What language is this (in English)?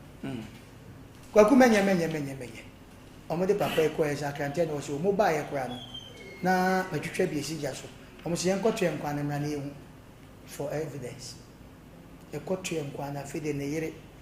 Akan